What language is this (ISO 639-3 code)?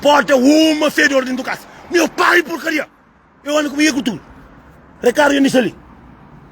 kea